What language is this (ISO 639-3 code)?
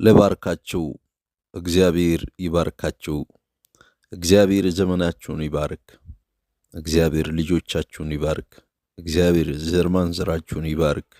amh